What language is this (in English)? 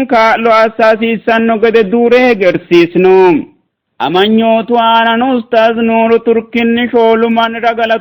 Sidamo